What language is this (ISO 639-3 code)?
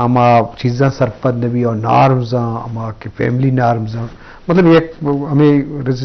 bgp